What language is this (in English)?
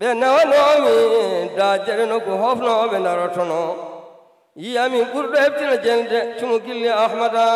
Fula